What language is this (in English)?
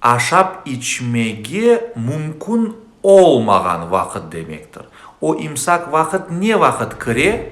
Crimean Tatar